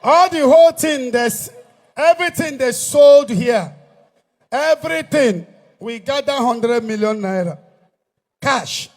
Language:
Igbo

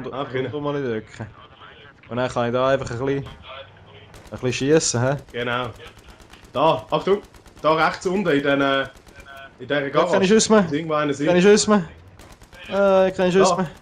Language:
Swiss German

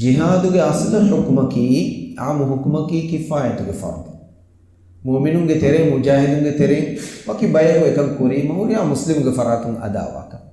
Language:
Divehi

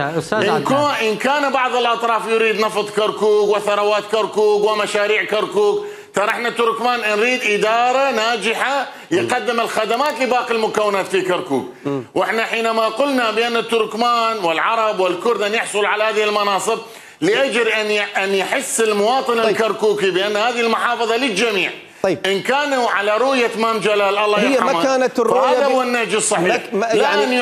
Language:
Mesopotamian Arabic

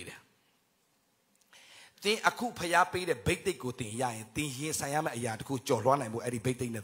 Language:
Burmese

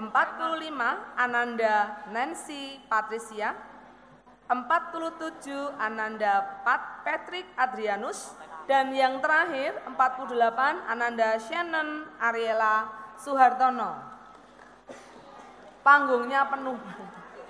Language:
Indonesian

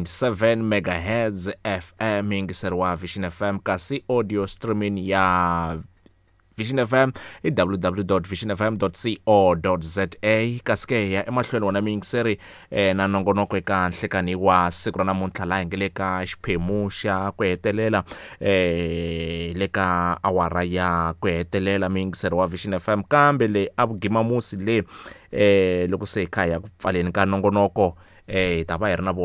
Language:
Tsonga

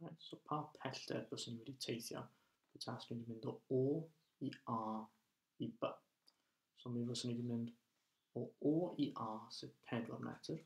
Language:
Welsh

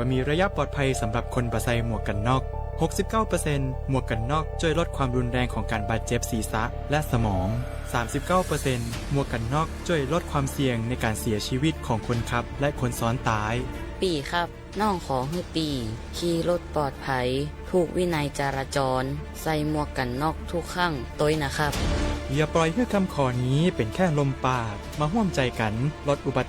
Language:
Lahu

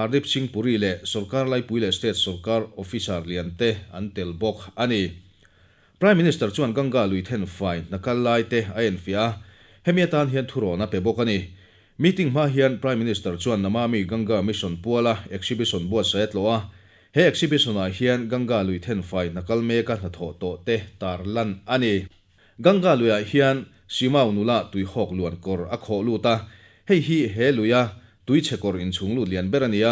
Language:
Mizo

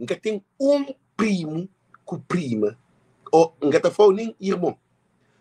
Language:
Kabuverdianu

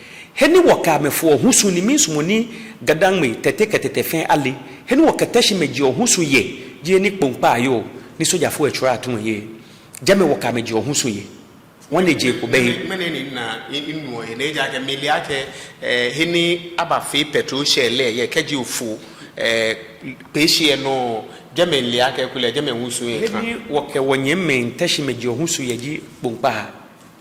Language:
Ga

